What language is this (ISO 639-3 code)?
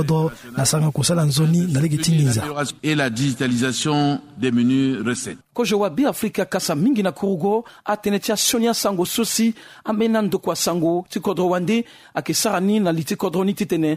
sag